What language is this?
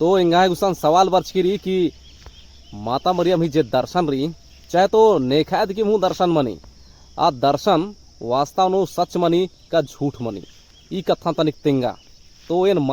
Kurukh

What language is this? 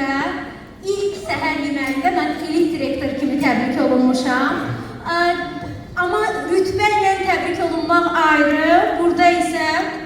Azerbaijani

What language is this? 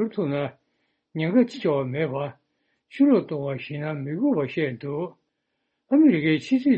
Tibetan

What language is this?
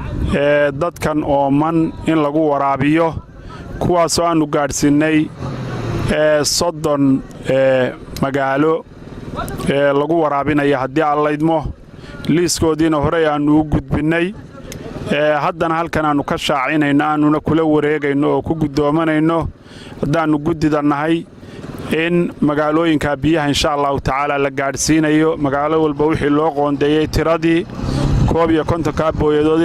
Somali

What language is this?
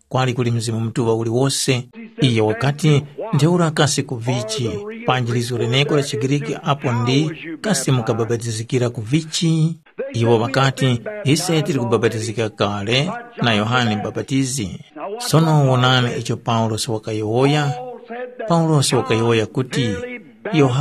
Tumbuka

